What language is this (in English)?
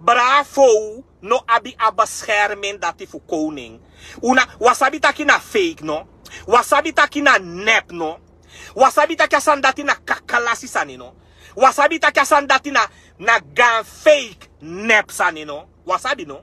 Sranan Tongo